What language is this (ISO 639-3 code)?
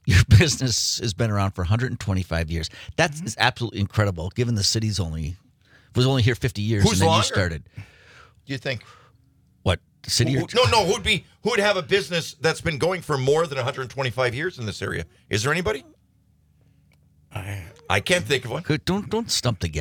eng